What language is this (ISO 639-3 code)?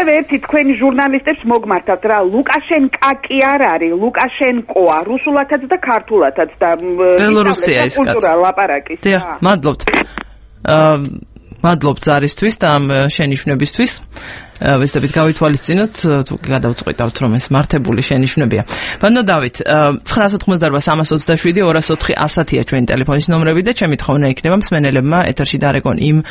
kat